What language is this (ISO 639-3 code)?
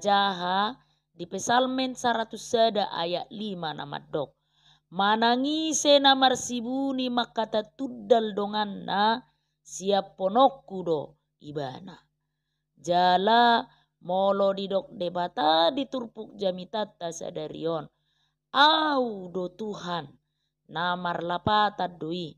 bbc